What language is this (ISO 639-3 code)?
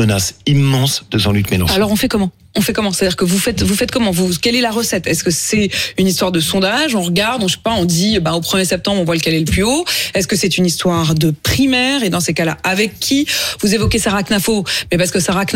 fra